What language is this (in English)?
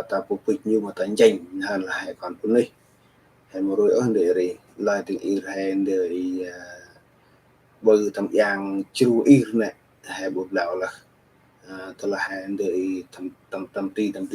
Central Mnong